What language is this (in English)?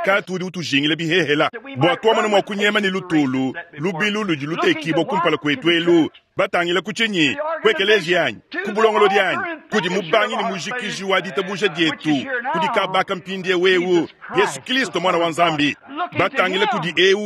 Luba-Lulua